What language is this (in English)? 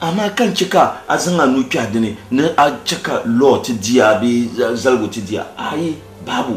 Dagbani